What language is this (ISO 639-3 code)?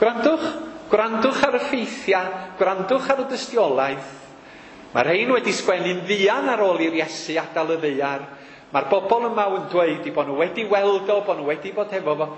cym